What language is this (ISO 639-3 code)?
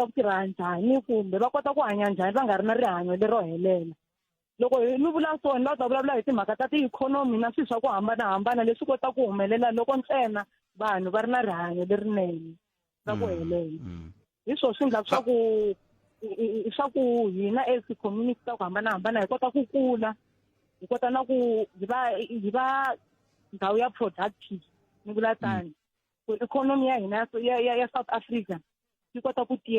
tso